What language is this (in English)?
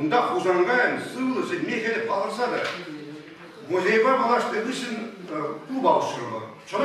Chuvash